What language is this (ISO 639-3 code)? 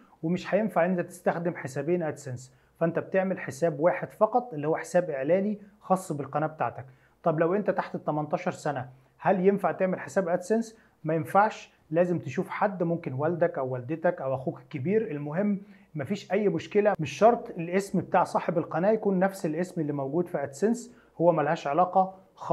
arz